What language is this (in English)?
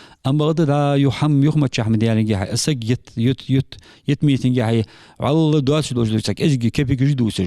Ingush